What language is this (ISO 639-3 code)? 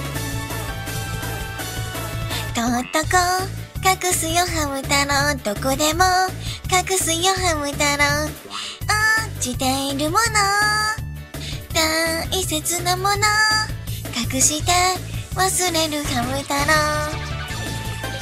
jpn